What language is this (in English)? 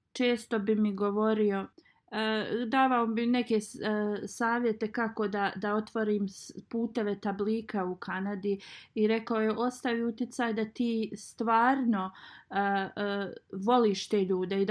Bosnian